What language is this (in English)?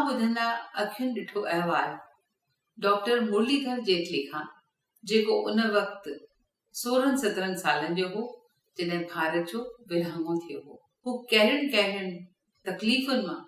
Sindhi